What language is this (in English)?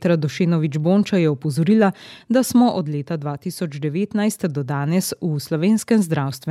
Slovenian